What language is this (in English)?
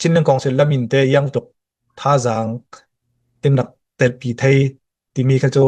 Hakha Chin